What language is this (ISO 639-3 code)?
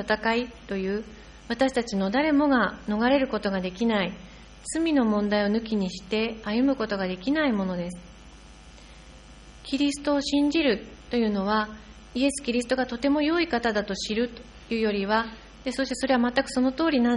jpn